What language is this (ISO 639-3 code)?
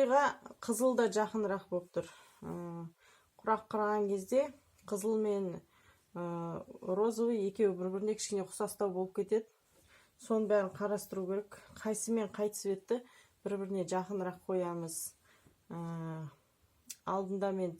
kaz